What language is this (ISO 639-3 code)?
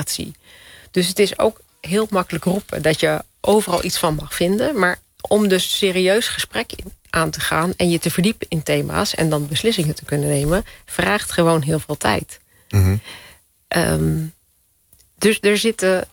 nld